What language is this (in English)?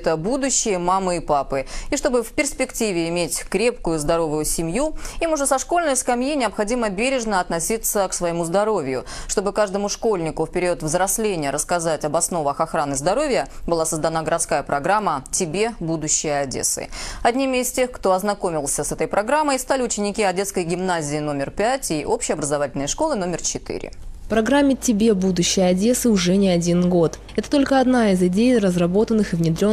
Russian